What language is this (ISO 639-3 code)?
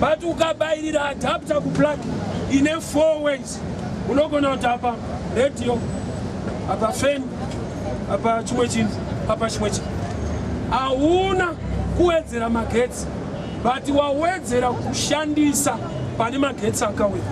sna